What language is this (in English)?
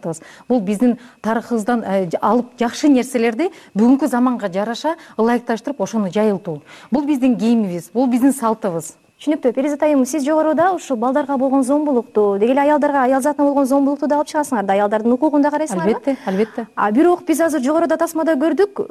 Kyrgyz